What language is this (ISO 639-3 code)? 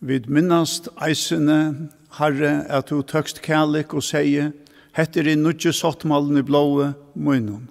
fao